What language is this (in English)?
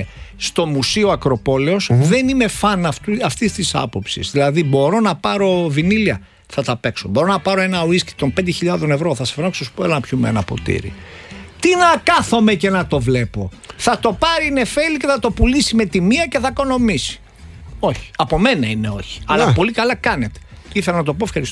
Greek